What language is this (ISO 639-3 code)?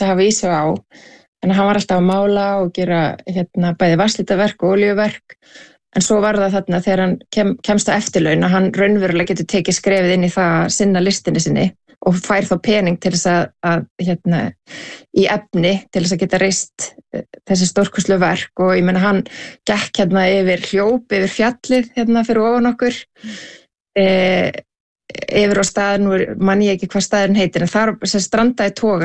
isl